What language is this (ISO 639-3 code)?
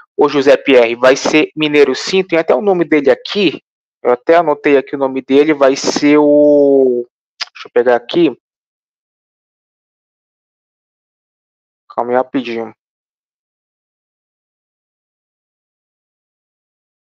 por